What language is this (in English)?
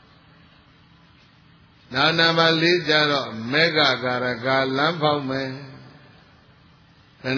Burmese